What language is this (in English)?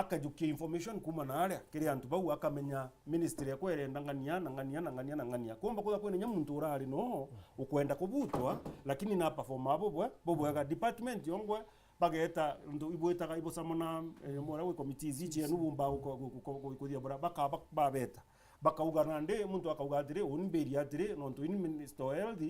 Meru